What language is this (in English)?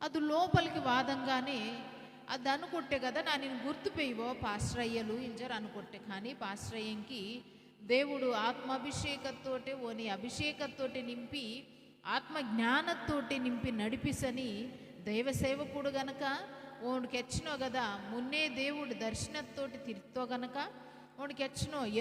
Koya